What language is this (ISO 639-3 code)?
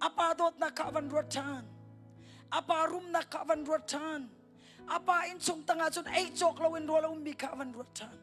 cnh